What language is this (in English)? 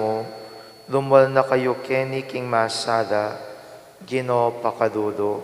Pampanga